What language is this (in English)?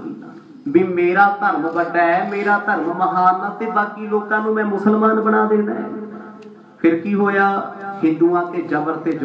Punjabi